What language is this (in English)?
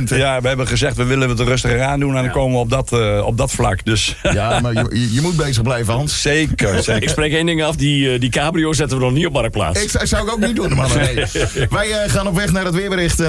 Dutch